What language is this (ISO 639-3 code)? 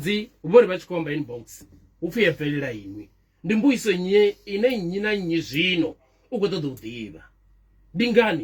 ven